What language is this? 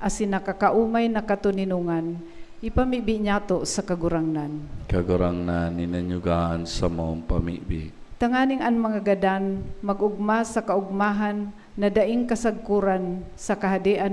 Bikol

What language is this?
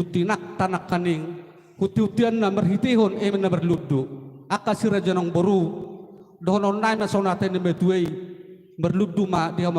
Batak Toba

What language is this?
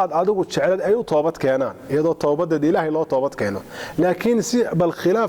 Somali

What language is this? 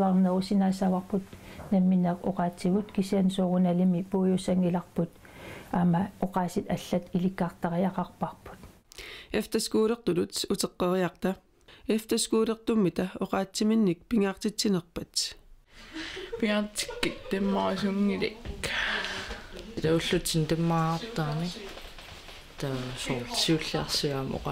Kalaallisut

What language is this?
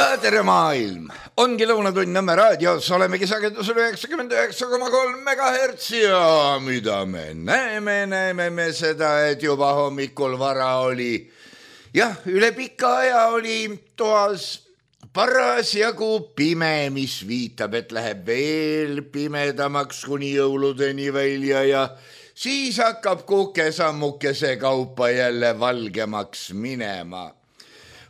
Estonian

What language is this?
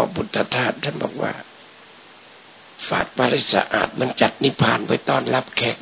Thai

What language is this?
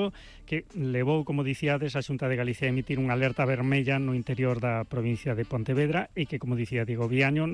Galician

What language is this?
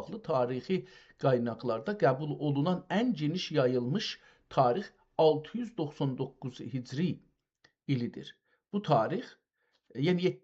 South Azerbaijani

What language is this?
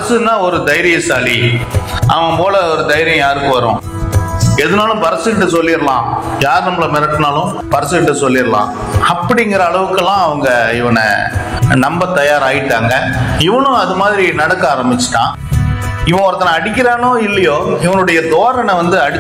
Tamil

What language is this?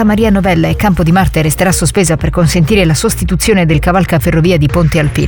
Italian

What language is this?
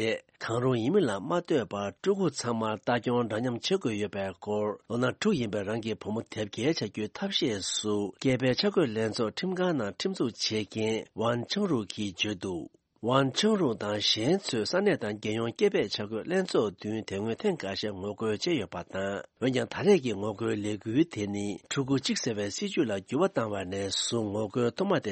Tibetan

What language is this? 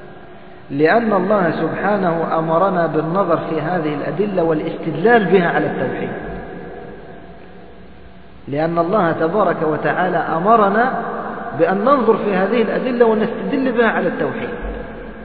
Arabic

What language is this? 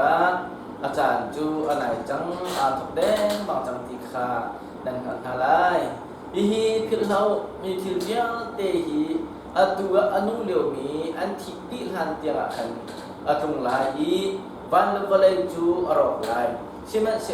Hakha Chin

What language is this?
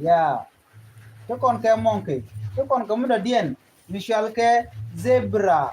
Nuer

